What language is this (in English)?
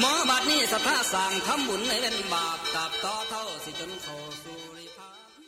Northeastern Thai